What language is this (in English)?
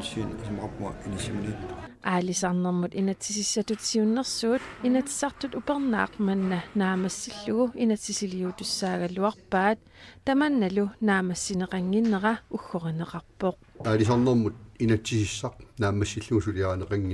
Kalaallisut